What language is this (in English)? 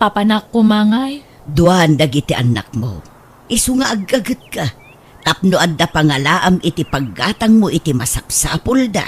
Iloko